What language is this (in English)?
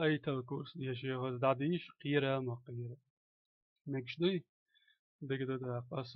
Chechen